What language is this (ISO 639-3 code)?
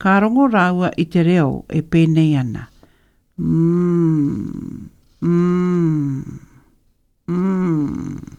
mri